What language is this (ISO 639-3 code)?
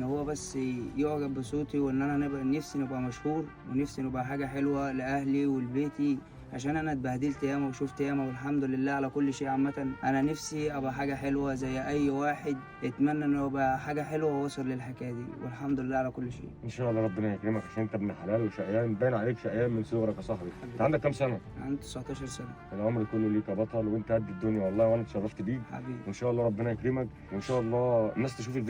arz